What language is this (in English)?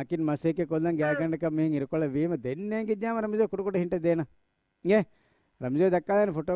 Divehi